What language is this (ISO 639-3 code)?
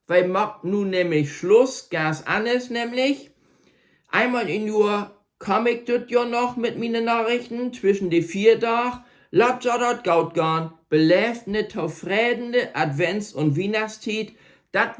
nds